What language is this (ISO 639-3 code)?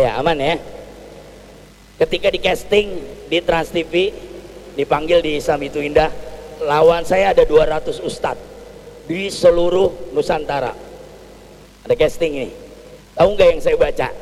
ind